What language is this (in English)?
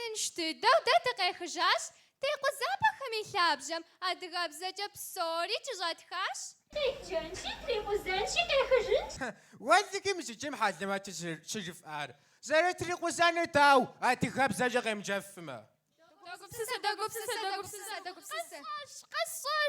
Kabardian